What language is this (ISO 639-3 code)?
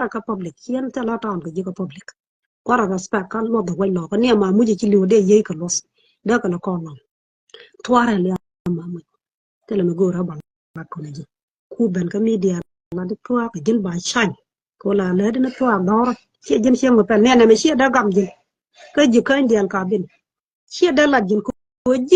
nus